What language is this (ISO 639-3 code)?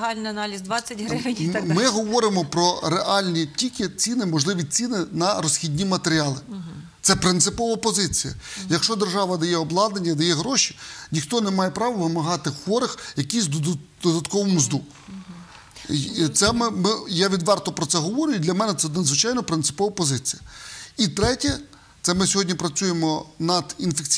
ukr